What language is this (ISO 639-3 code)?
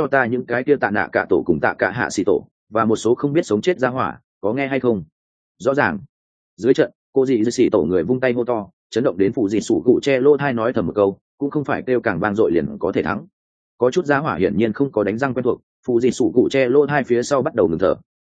vie